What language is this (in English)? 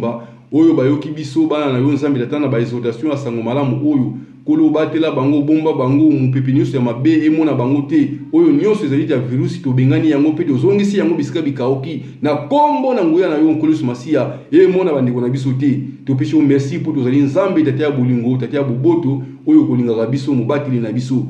Lingala